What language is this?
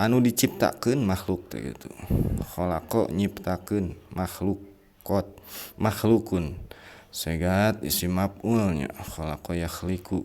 Sundanese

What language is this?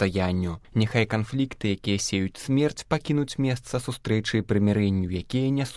Belarusian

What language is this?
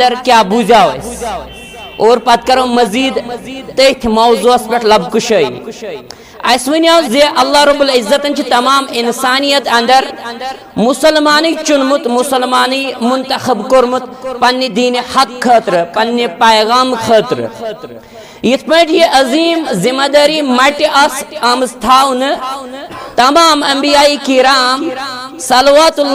Kashmiri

